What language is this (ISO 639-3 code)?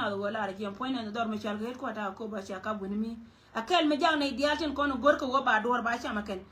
nus